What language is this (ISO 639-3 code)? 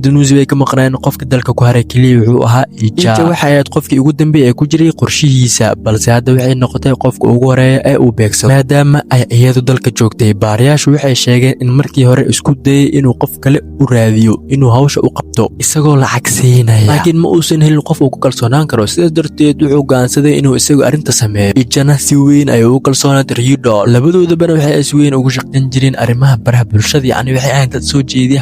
som